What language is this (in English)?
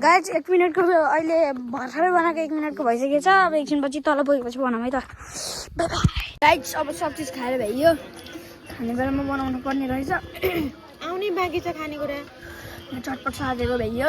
Nepali